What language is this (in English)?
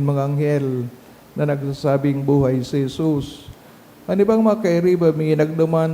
Bikol